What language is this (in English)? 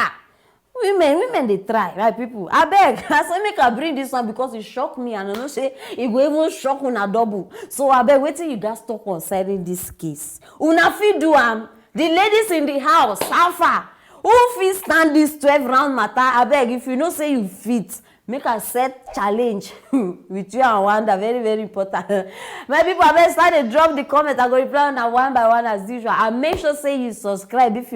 Nigerian Pidgin